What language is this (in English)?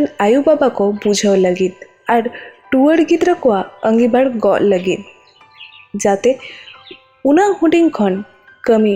Santali